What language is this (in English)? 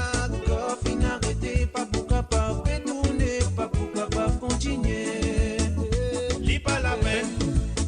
Morisyen